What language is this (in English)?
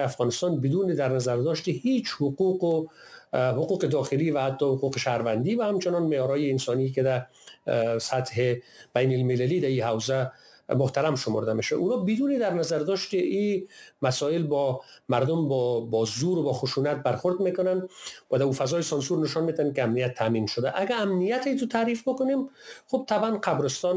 Persian